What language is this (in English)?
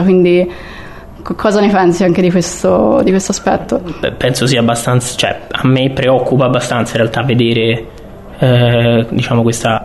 Italian